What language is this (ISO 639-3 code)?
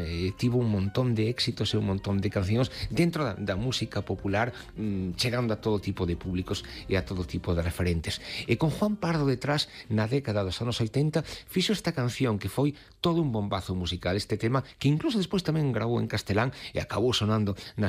glg